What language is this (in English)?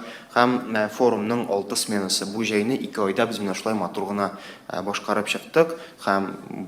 Tatar